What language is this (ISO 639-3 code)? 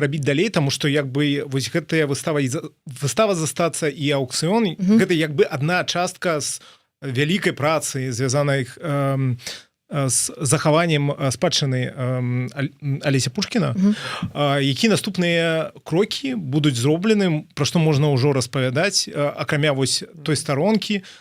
bel